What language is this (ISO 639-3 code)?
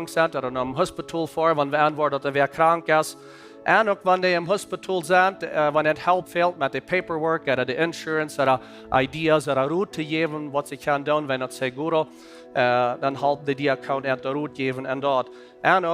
pdt